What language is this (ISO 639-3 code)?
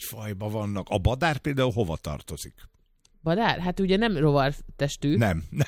hun